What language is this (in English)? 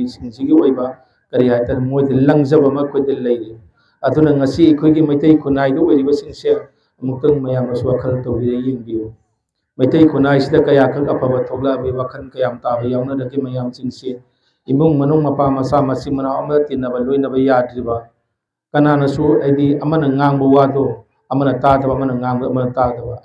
Manipuri